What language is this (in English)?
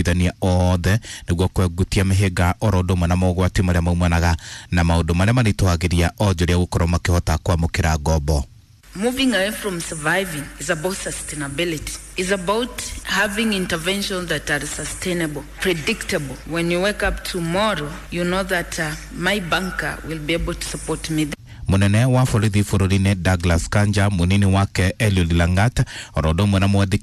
Kikuyu